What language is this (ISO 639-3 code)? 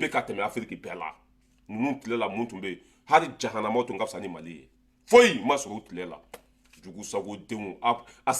bam